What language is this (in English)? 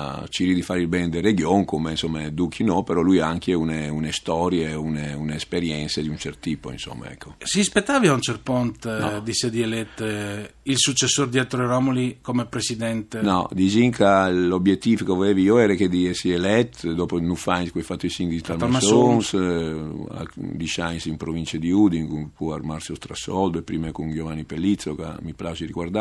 Friulian